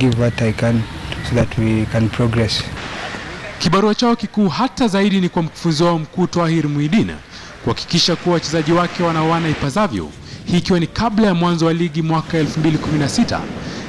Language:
Swahili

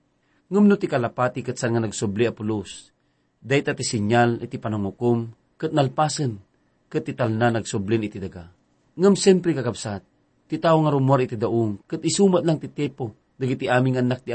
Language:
Iloko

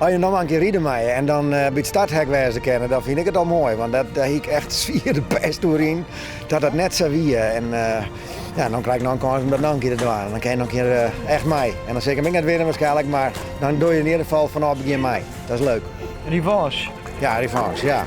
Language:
Western Frisian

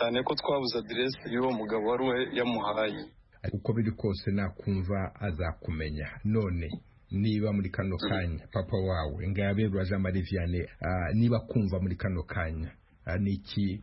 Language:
Kinyarwanda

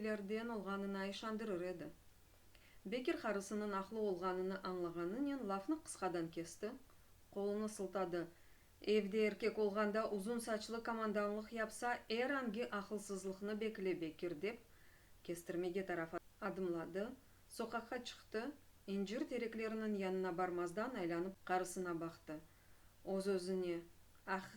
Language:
Crimean Tatar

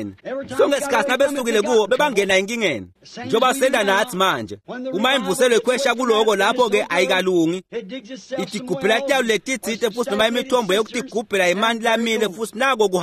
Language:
Swati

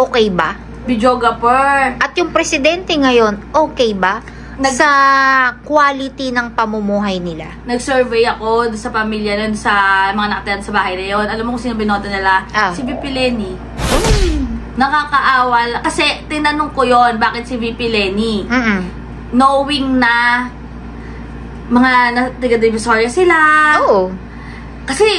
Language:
Filipino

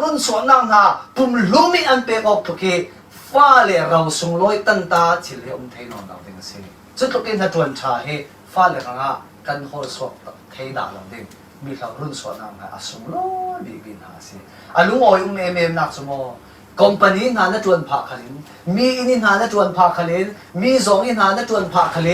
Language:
Falam Chin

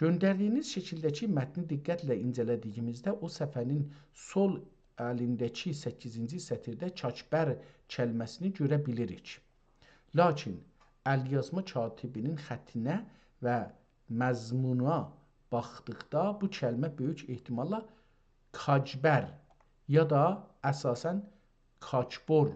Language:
South Azerbaijani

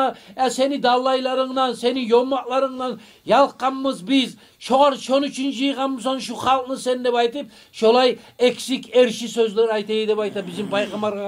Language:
Kumyk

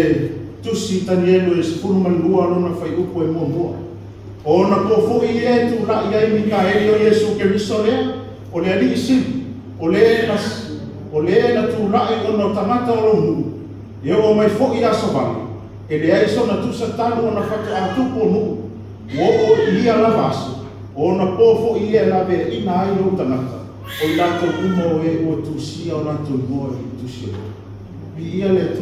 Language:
Samoan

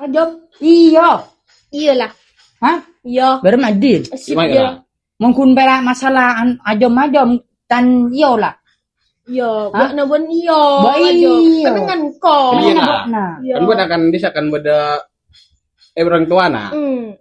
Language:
Madurese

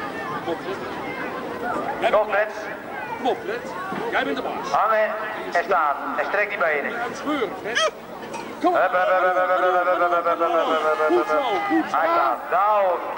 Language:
Dutch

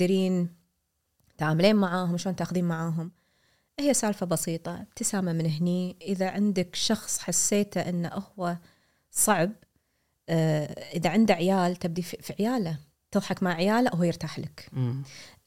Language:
Gulf Arabic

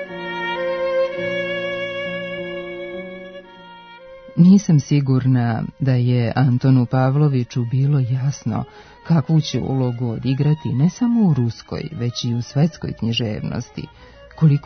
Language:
Serbian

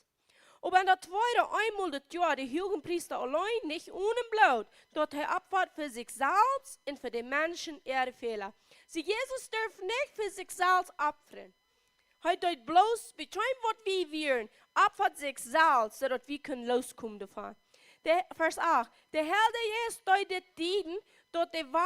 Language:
Plautdietsch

